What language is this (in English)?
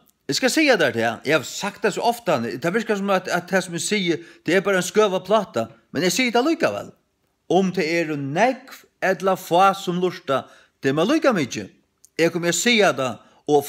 Faroese